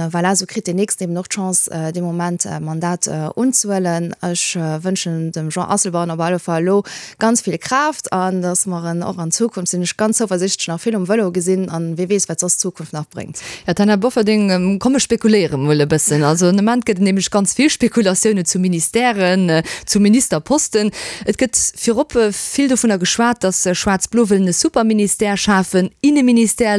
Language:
Luxembourgish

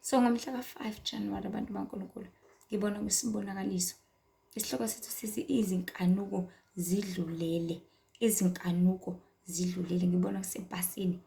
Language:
Zulu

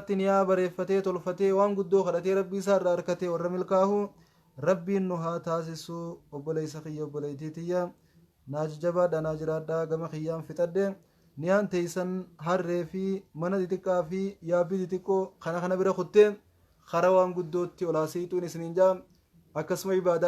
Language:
Oromo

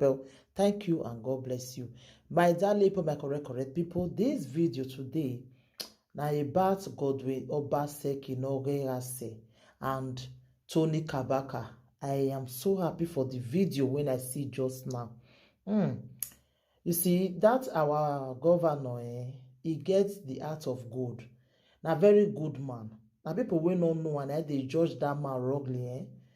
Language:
Nigerian Pidgin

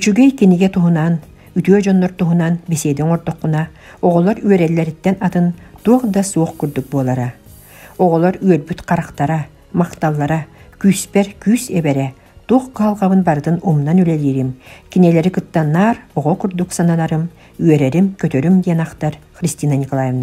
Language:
Yakut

